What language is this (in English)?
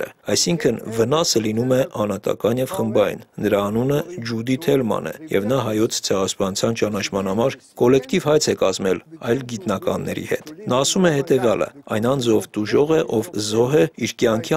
Armenian